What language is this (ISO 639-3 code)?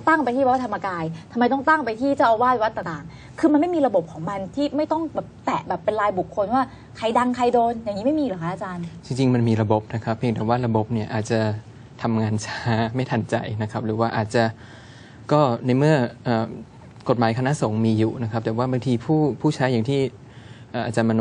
tha